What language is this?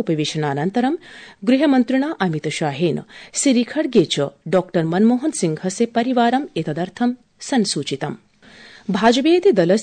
Sanskrit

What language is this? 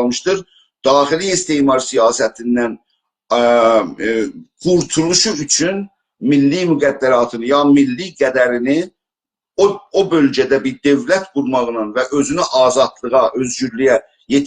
South Azerbaijani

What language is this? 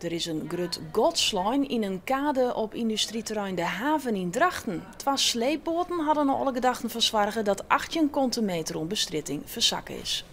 Western Frisian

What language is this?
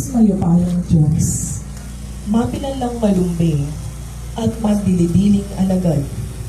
Pampanga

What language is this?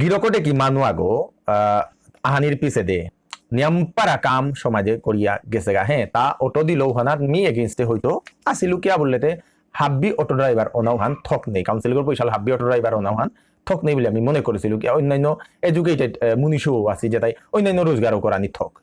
Bishnupriya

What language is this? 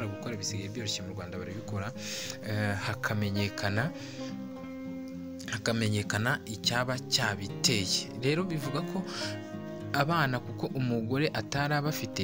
Kinyarwanda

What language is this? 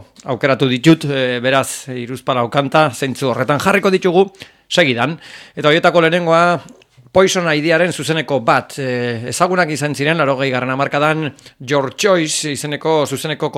Basque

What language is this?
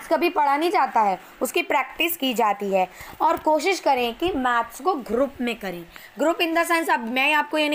Hindi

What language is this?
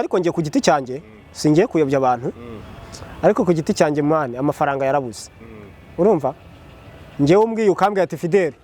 Kinyarwanda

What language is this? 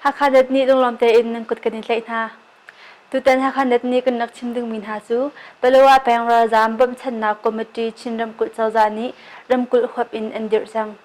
Hakha Chin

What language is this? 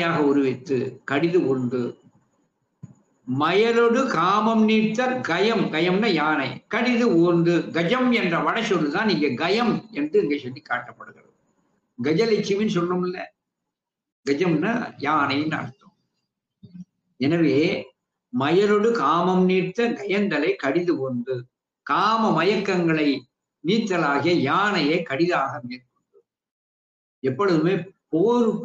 Tamil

